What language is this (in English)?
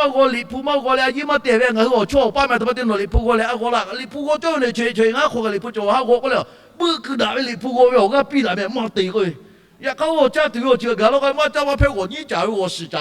Lahu